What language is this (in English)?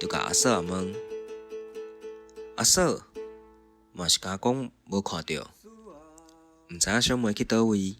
Min Nan Chinese